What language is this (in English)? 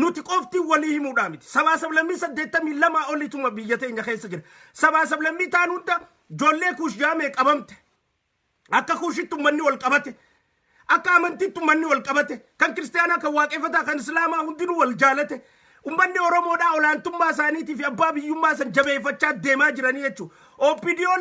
Oromo